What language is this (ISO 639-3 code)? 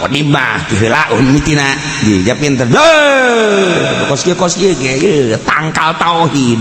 sun